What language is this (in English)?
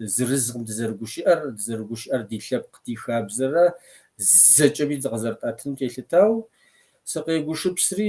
Kabardian